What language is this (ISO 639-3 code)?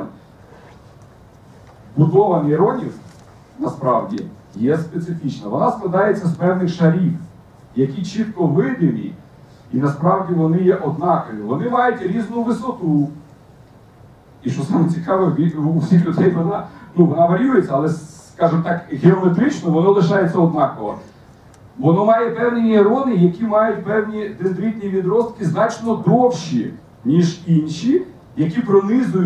ukr